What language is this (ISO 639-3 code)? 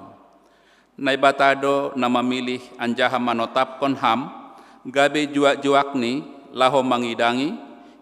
bts